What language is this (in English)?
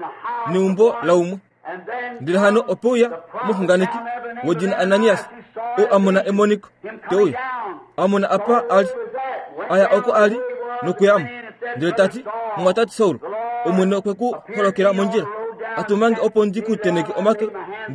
Kuanyama